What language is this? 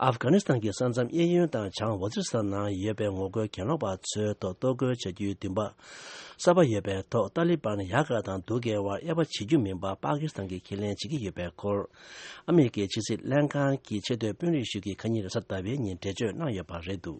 Tibetan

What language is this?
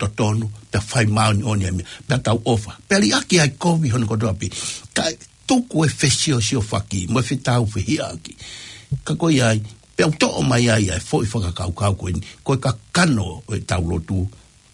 Tongan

